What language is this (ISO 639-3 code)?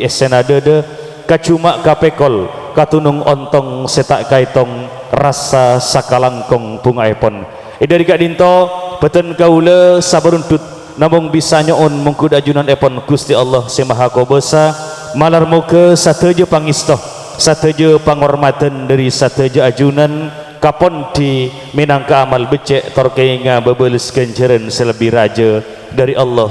mad